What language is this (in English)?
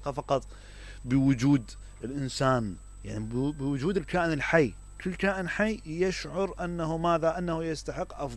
Mesopotamian Arabic